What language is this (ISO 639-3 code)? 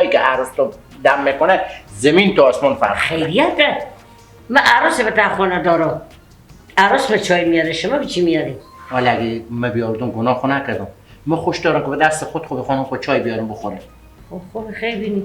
fas